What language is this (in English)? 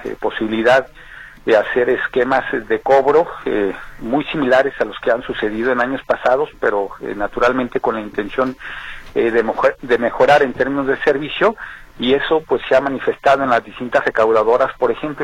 Spanish